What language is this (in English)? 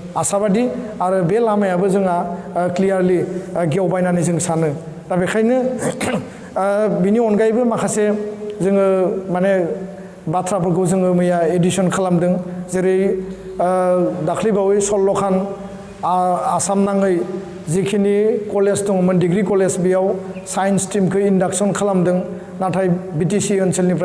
Bodo